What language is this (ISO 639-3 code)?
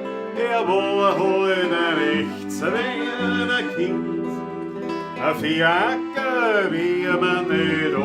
bar